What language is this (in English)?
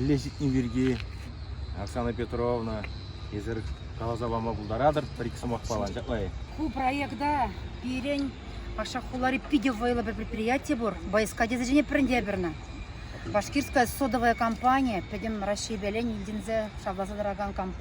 Chuvash